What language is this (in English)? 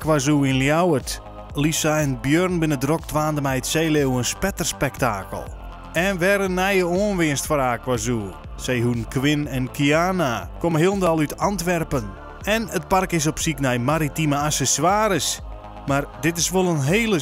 Western Frisian